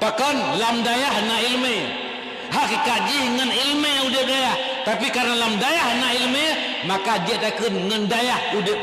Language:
Achinese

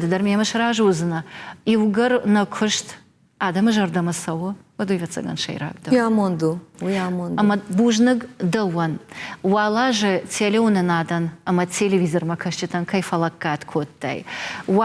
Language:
Ossetic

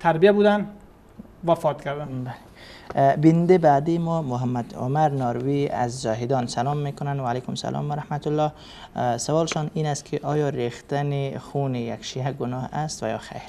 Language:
Persian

